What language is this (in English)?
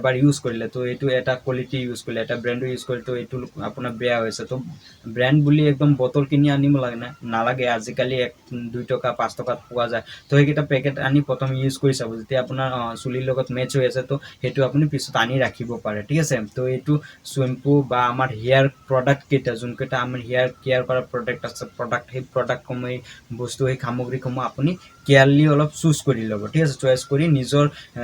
Assamese